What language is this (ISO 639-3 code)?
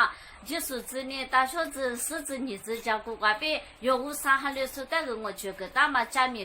lis